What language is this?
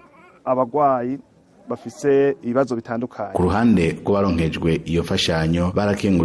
Rundi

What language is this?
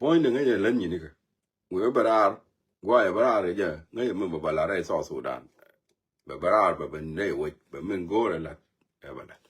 Nuer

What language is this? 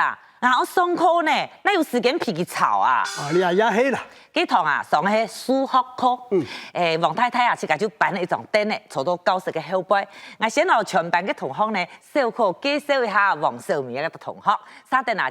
Hakka Chinese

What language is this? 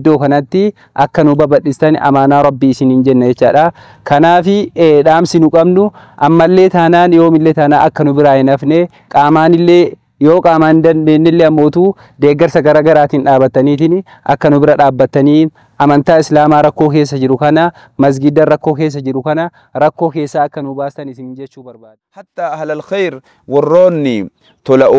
Oromo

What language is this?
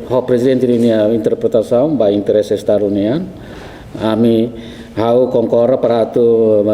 Tetum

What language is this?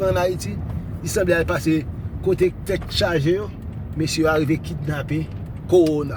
Haitian Creole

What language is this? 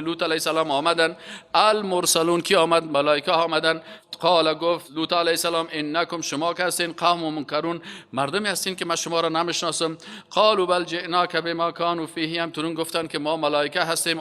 Persian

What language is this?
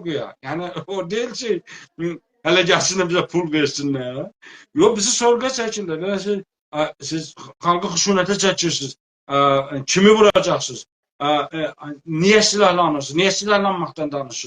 South Azerbaijani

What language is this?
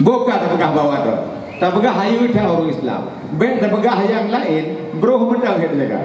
Achinese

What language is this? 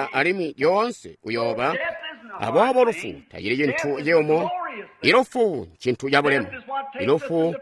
Tonga (Zambia)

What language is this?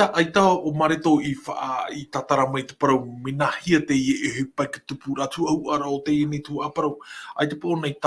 Tahitian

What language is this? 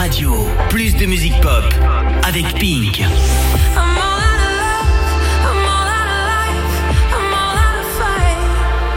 French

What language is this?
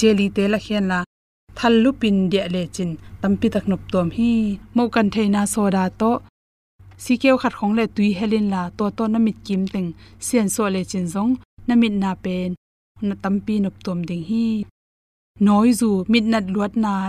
Tedim Chin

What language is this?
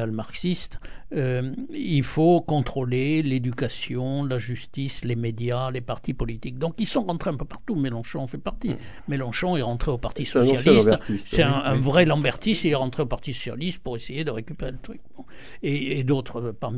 French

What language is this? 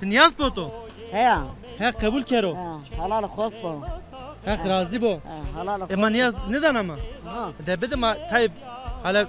Zaza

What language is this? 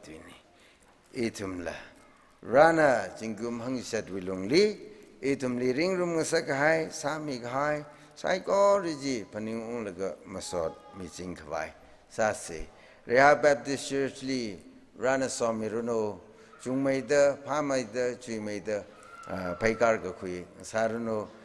Tangkhul Naga (India)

